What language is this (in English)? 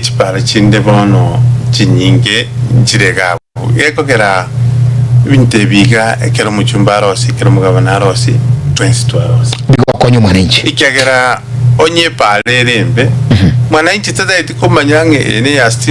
Gusii